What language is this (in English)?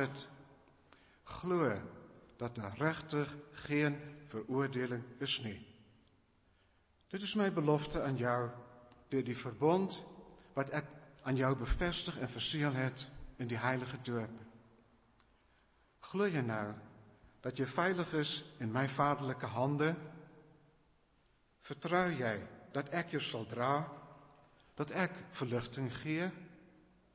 Afrikaans